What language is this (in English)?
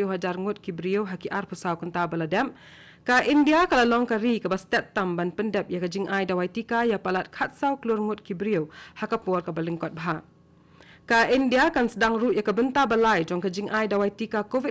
Khasi